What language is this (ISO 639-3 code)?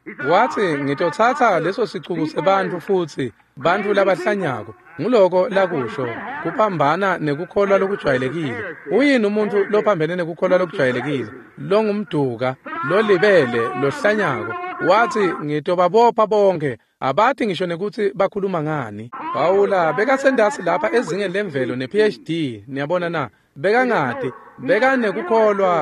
ssw